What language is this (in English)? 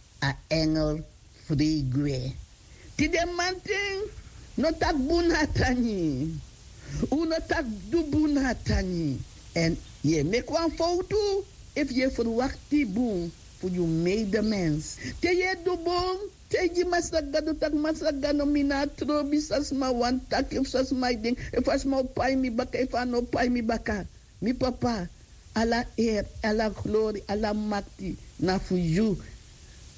Sranan Tongo